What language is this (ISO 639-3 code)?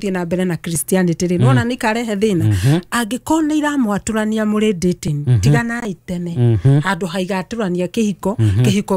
kik